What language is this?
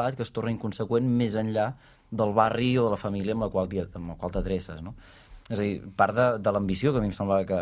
Catalan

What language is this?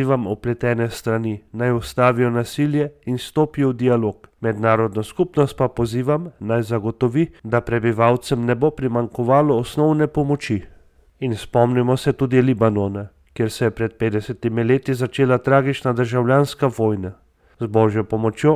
Slovenian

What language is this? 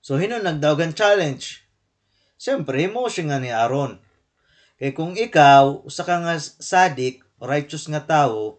Waray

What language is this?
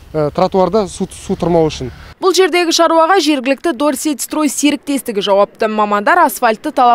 Kazakh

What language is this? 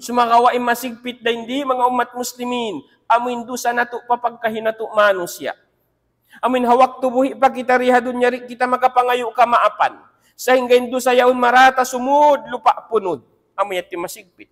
Tausug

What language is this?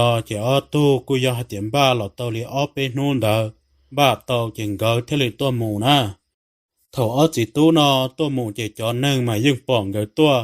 Hmong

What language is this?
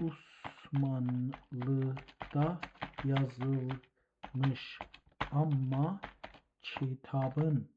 South Azerbaijani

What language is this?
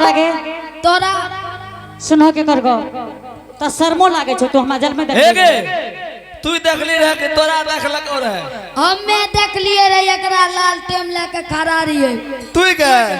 Angika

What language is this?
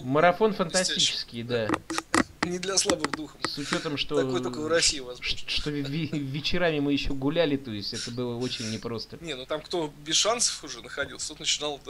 Russian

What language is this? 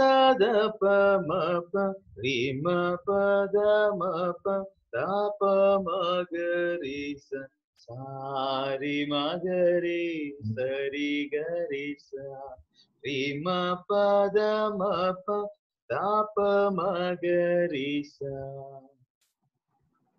Telugu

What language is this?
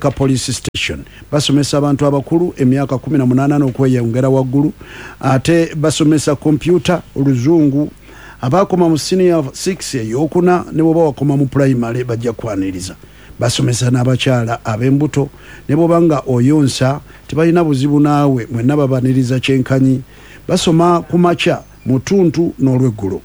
Ganda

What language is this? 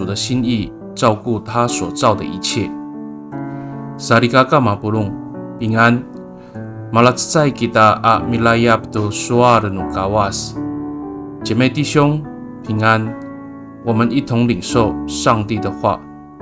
Amis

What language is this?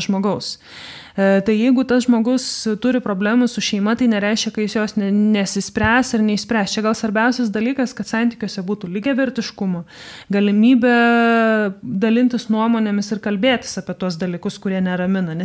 Lithuanian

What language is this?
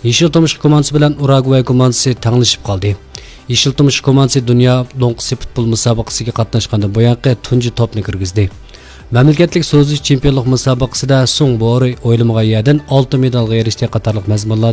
Uyghur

